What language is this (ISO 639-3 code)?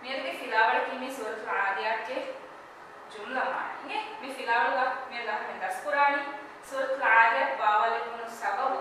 div